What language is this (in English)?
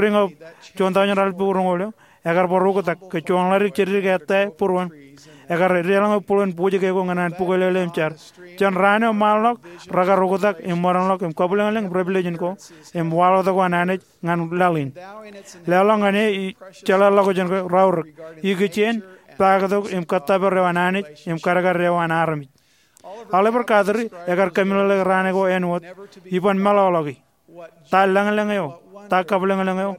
Marshallese